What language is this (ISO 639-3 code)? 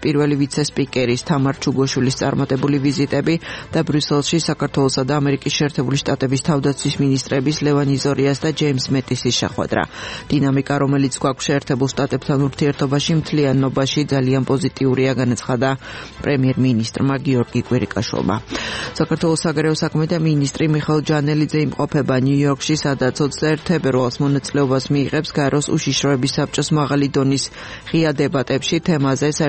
kat